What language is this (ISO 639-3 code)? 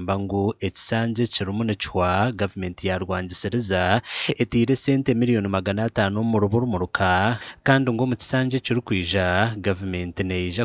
nyn